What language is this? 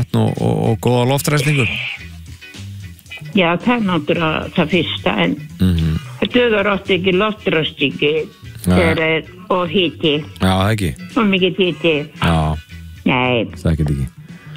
Icelandic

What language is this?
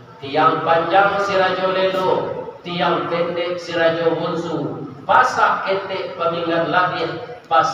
Minangkabau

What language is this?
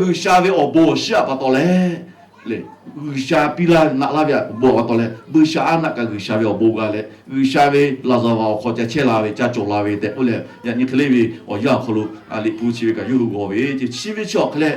Lahu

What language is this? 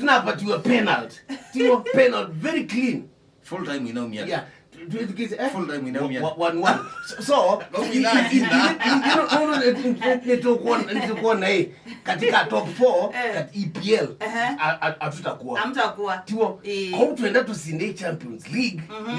Kamba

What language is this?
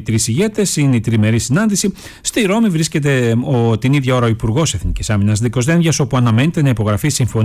Greek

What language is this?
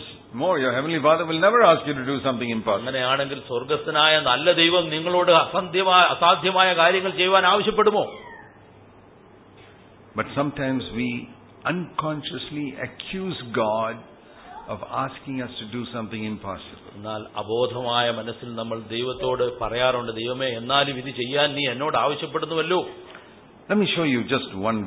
Malayalam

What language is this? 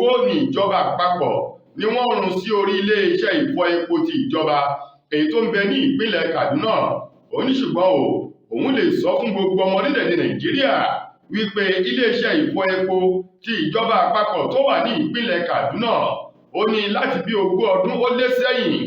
Yoruba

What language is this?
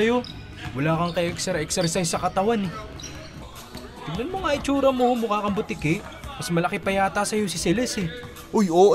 Filipino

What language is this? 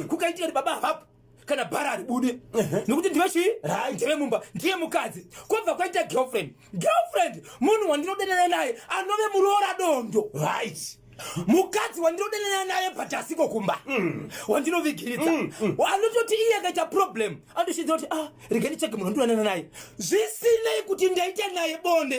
Shona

